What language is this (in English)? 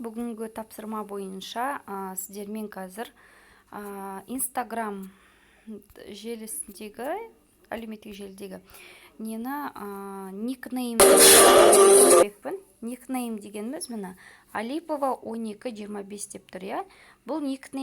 Kazakh